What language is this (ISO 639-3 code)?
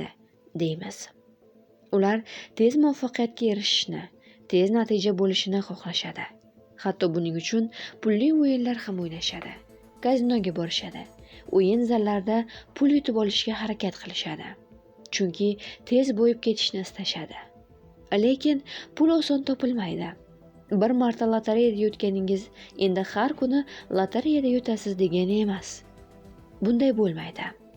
uzb